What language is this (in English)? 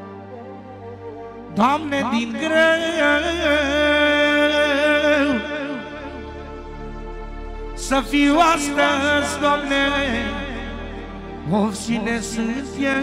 Romanian